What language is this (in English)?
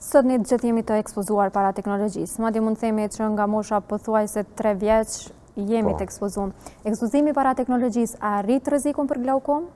Albanian